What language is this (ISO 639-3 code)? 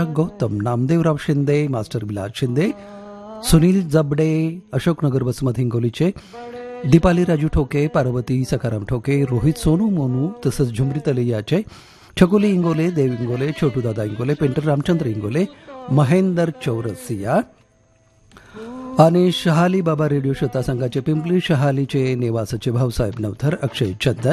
mar